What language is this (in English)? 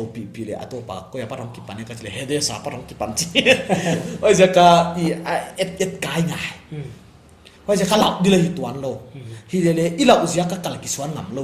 Paite Chin